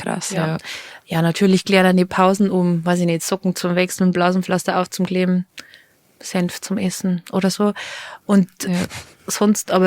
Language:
Bavarian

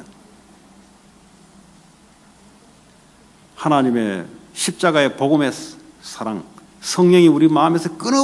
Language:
Korean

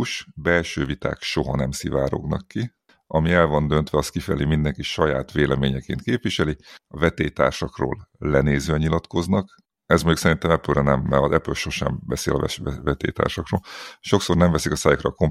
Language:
Hungarian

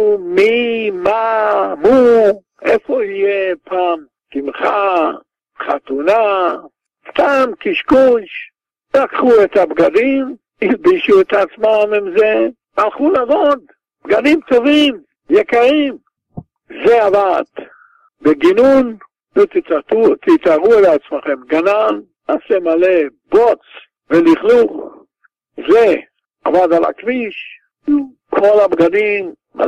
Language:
Hebrew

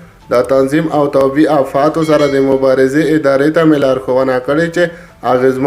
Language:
Pashto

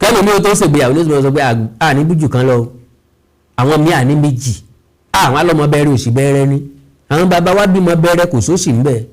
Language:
Yoruba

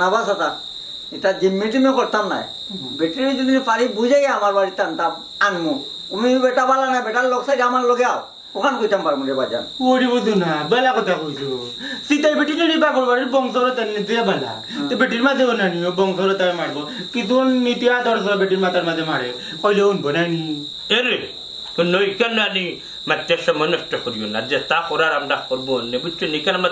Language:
Sylheti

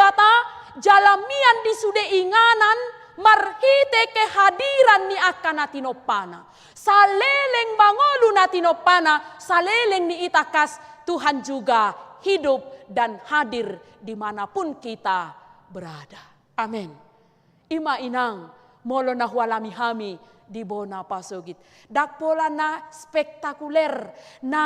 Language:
Batak Toba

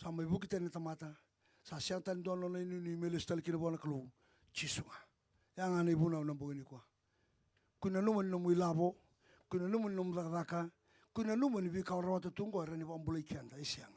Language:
Fijian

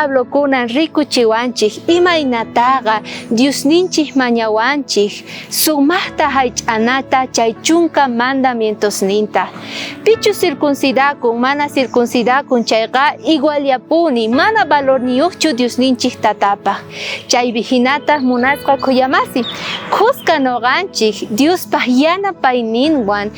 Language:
South Bolivian Quechua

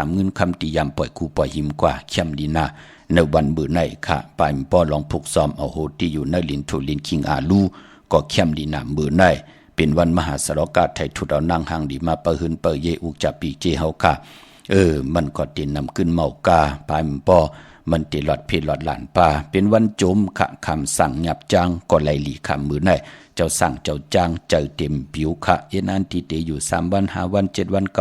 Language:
Shan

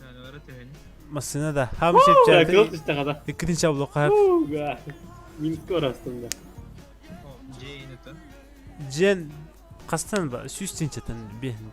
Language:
Yakut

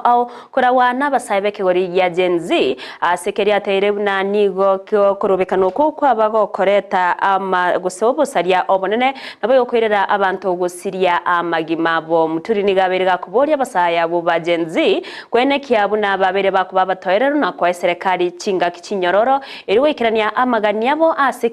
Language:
Gusii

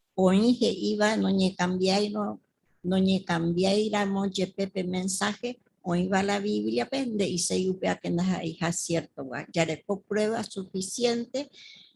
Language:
Guarani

